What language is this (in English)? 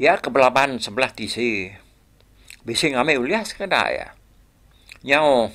Iban